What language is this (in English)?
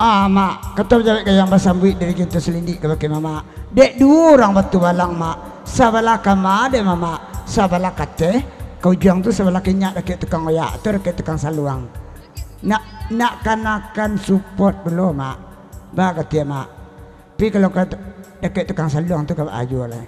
Minangkabau